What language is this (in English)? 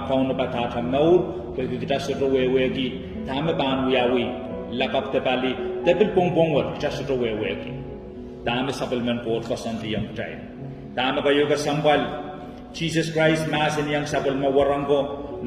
Pohnpeian